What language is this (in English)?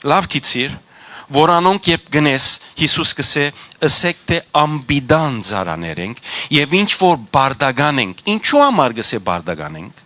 Western Armenian